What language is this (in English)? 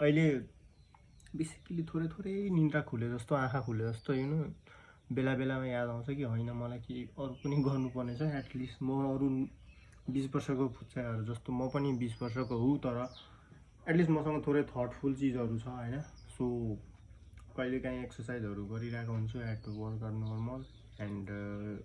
Nepali